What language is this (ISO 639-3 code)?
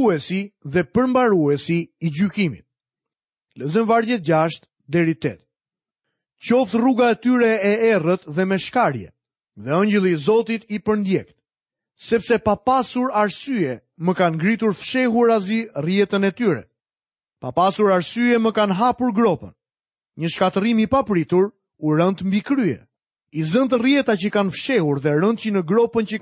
sqi